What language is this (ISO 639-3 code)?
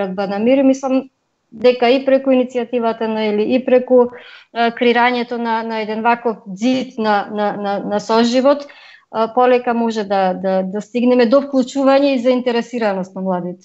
mkd